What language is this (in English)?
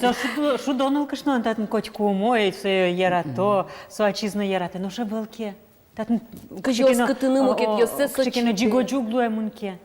Udmurt